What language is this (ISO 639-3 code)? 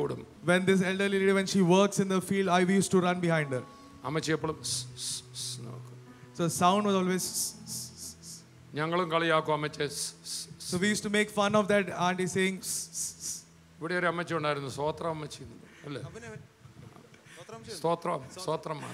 mal